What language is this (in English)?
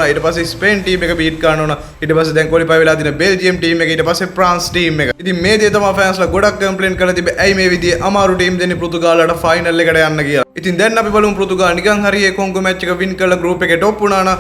Sinhala